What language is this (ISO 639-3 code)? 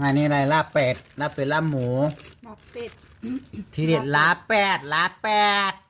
lao